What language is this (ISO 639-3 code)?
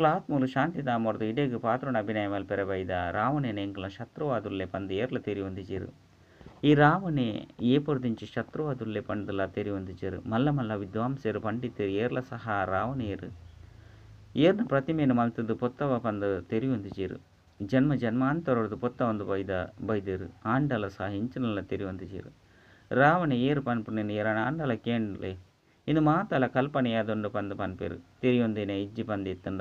tcy